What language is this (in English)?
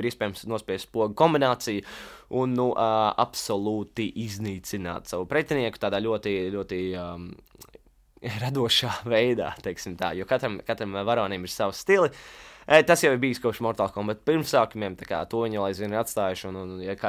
Latvian